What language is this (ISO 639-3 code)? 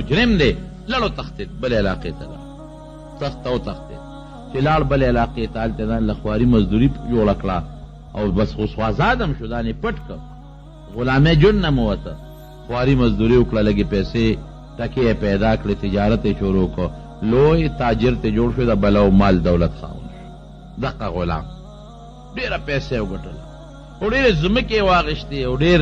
pus